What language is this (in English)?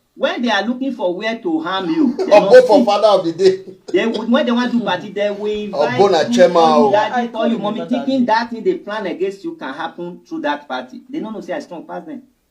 Nigerian Pidgin